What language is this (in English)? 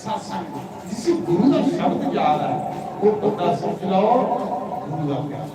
Dogri